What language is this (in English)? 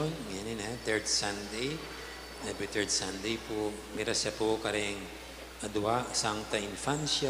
Pampanga